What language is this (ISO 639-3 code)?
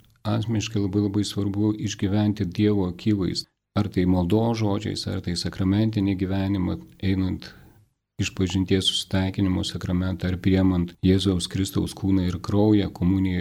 lit